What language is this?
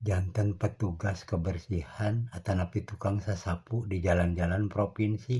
Sundanese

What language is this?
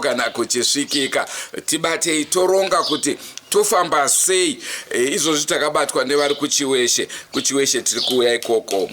Shona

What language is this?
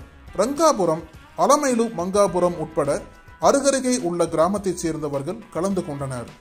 Tamil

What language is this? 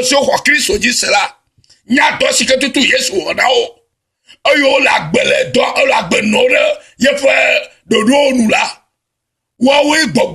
Ewe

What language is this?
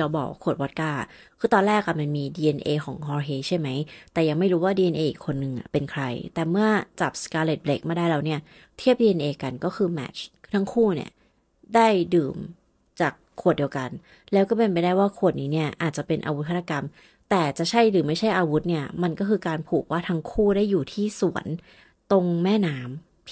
Thai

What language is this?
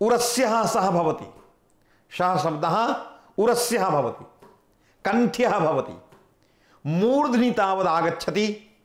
Sanskrit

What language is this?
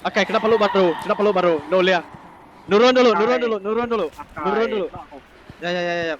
Iban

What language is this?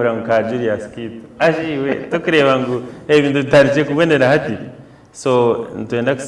Nyankole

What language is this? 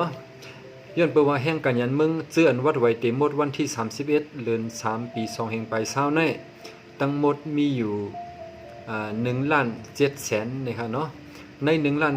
Shan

